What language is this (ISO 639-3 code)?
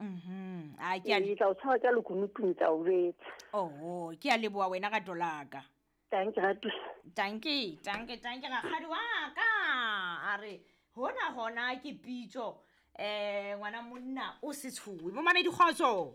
sot